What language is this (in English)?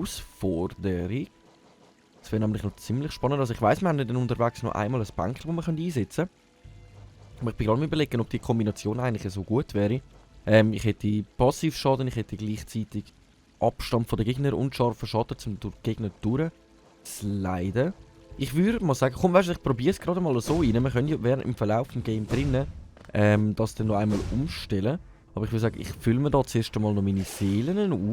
Swiss German